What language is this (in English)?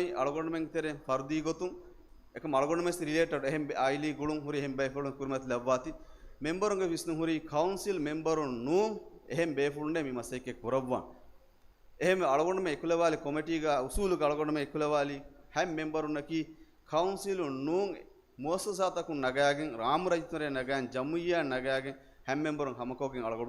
Divehi